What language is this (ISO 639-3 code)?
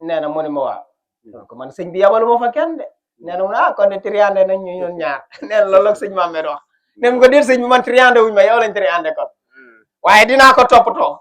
wol